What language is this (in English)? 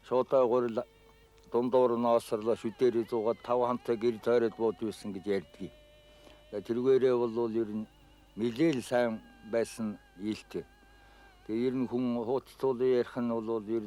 Mongolian